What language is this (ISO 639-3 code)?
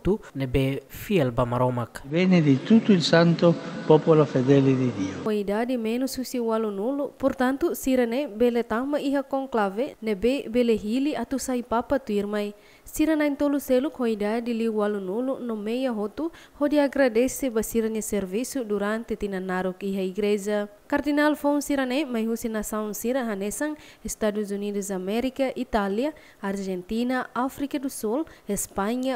tet